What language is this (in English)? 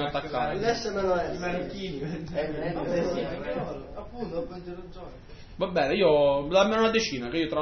Italian